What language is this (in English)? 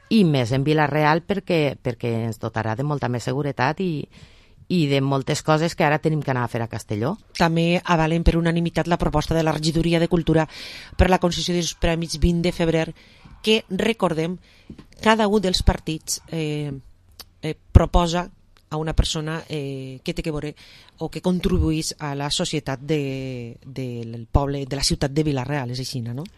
Catalan